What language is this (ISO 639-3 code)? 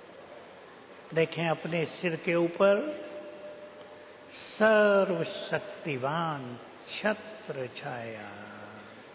hin